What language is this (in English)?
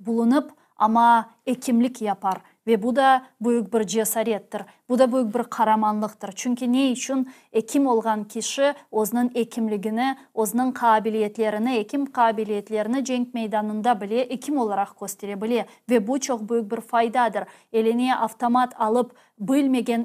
Crimean Tatar